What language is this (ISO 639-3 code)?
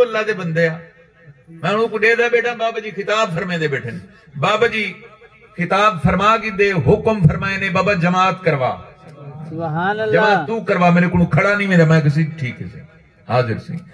skr